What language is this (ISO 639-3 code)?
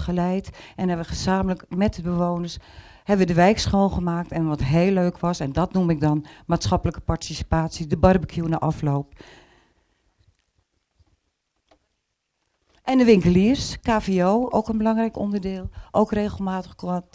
nld